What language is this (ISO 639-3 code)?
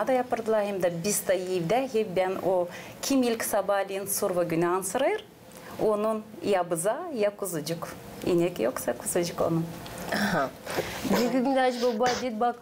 gag